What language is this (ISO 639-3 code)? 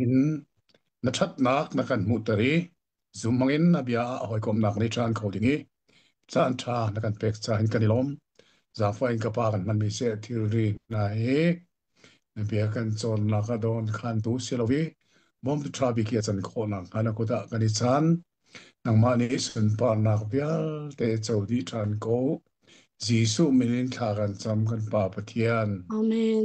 cnh